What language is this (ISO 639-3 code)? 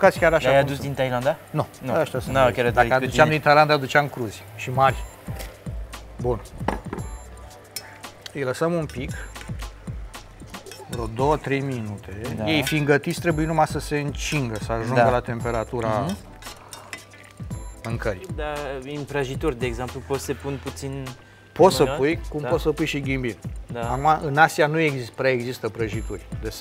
ron